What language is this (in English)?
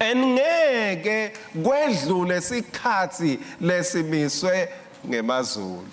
Swati